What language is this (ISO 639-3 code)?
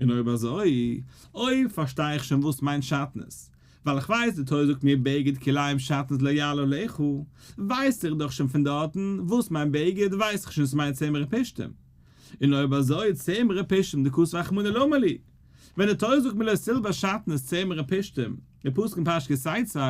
yid